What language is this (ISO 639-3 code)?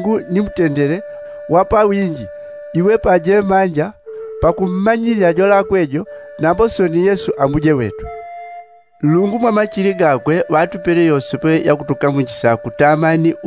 yao